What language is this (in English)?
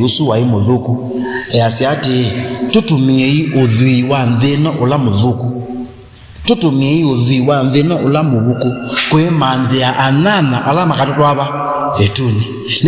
Kamba